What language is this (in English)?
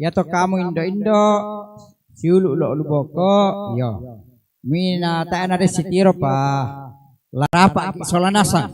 Toraja-Sa'dan